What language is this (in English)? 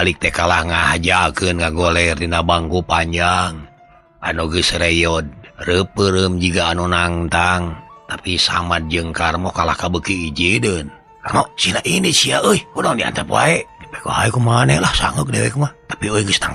Sundanese